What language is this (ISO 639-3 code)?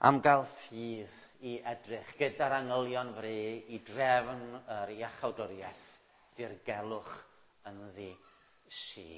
cym